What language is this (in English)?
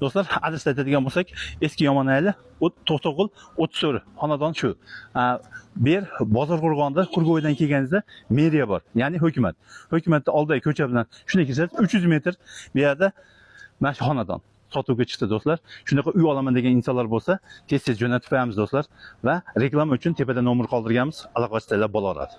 Uzbek